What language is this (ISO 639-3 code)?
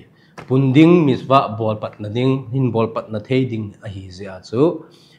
tcz